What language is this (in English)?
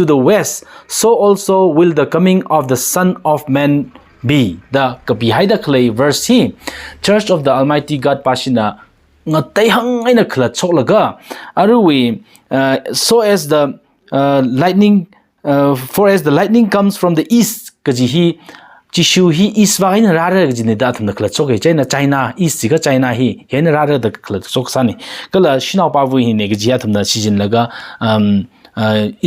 Tangkhul Naga (India)